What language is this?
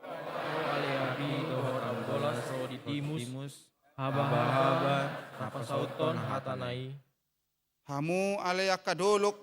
Batak Toba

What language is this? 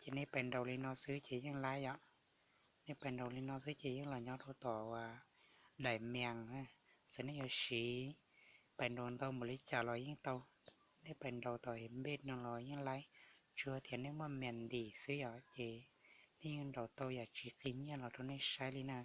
Hmong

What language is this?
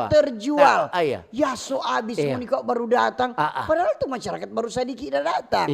Manado Malay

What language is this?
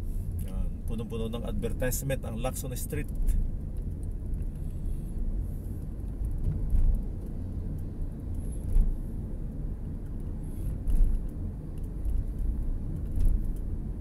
Filipino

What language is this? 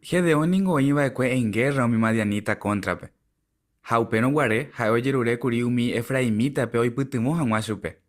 Guarani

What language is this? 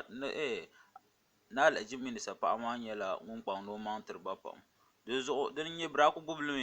Dagbani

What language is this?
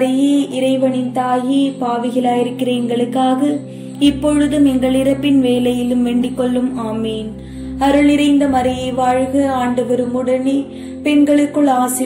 Tamil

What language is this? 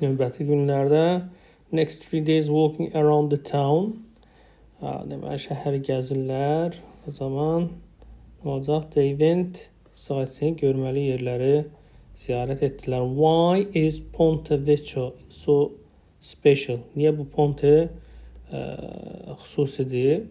Azerbaijani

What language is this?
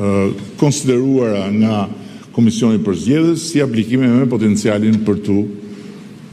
Albanian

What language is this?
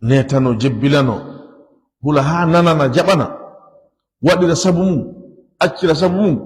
Fula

